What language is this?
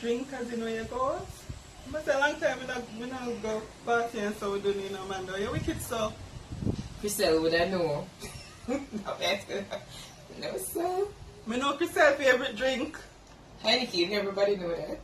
Jamaican Creole English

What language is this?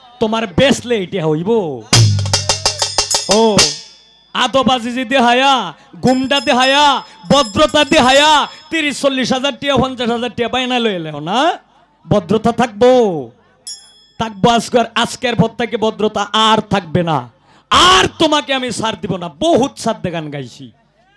Bangla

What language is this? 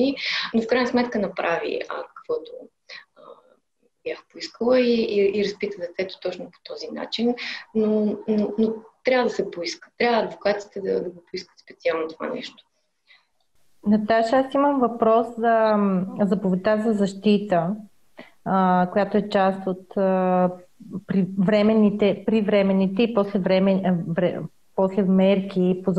Bulgarian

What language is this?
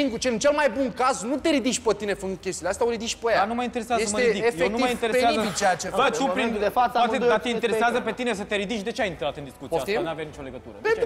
Romanian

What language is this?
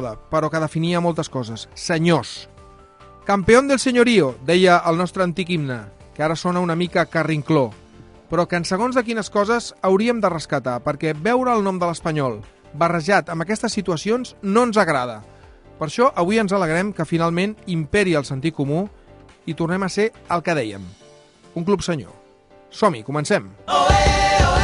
Catalan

